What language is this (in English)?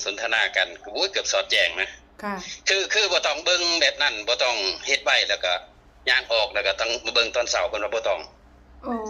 Northeastern Thai